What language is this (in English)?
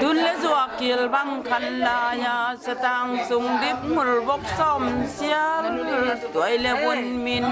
Tedim Chin